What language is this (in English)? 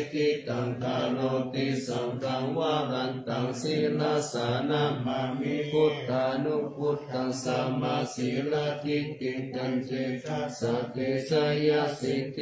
Pali